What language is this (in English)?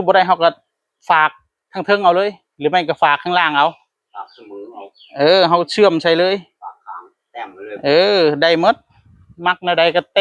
Northeastern Thai